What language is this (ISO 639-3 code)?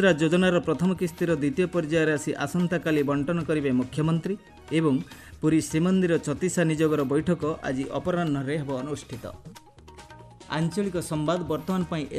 ori